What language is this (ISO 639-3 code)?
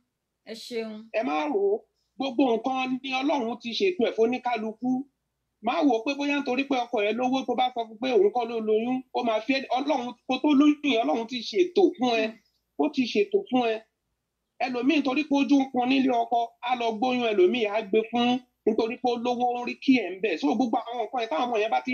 yor